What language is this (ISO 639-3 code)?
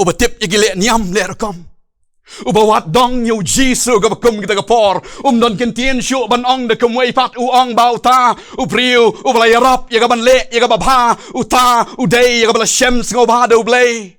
kha